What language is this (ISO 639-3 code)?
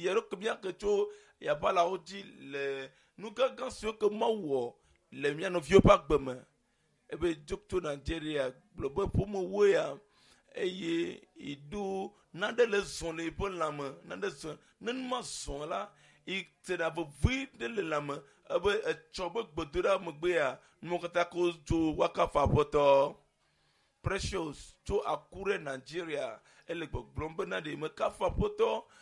ewe